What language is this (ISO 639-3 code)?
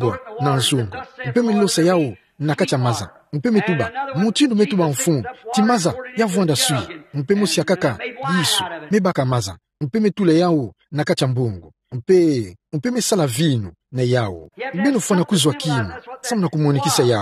ktu